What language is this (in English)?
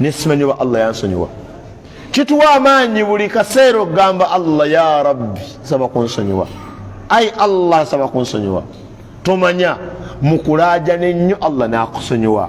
Ganda